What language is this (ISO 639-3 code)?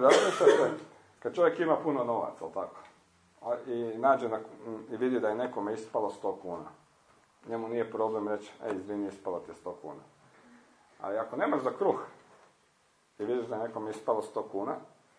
hrv